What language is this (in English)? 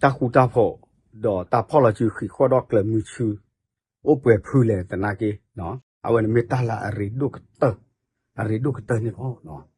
S'gaw Karen